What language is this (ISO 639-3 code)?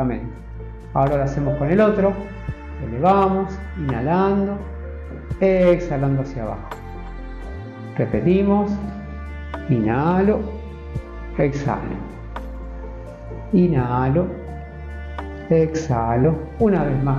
spa